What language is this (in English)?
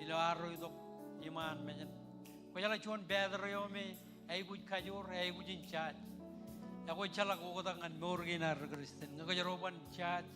Marshallese